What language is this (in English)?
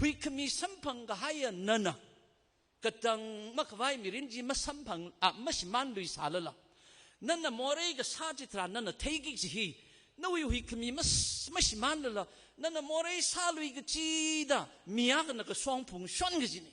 Tangkhul Naga (India)